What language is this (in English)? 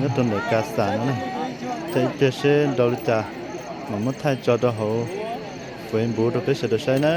Hmong